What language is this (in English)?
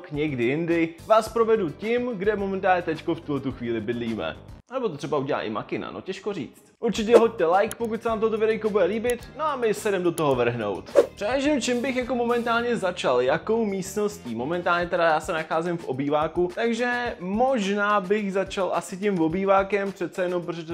Czech